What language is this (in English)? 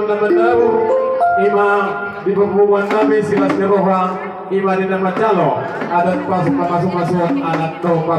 Batak Toba